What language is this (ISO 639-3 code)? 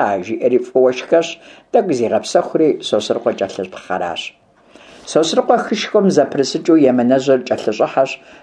kbd